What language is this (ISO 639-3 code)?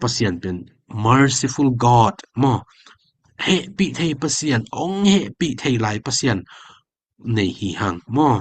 ctd